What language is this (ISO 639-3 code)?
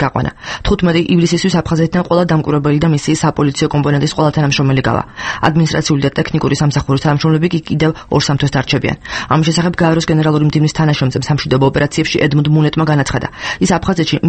kat